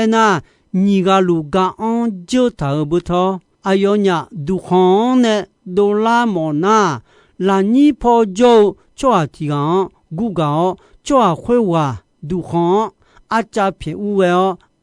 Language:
Akha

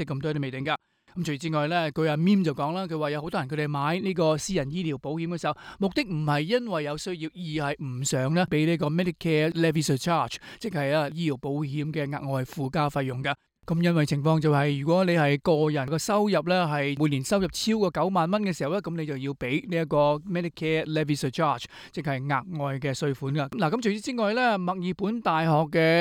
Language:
Cantonese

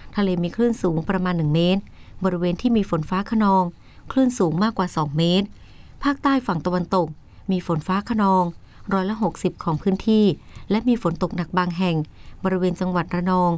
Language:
Thai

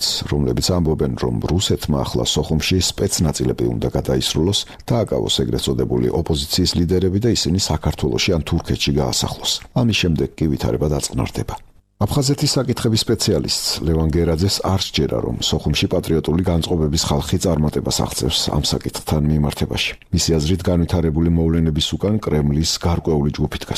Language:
Georgian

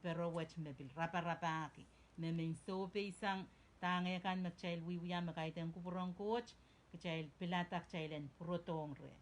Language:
Pohnpeian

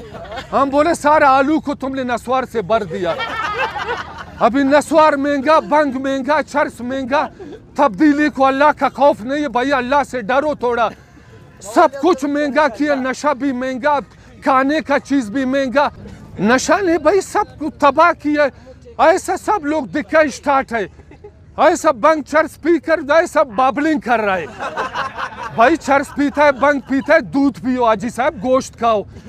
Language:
Urdu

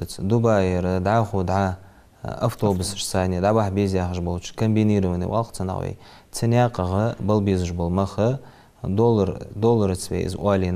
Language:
Ingush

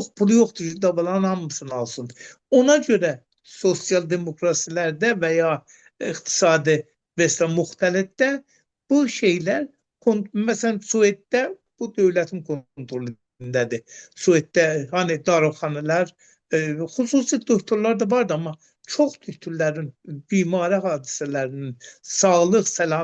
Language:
Azerbaijani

